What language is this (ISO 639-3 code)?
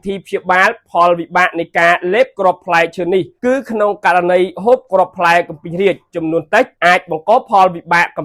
khm